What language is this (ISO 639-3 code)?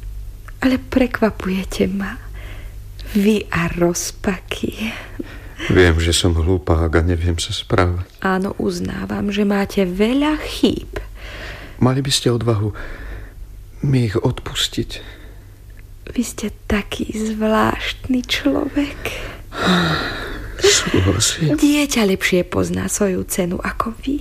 slk